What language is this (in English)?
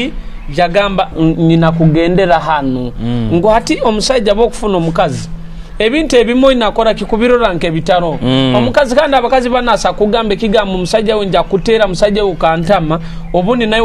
Nyoro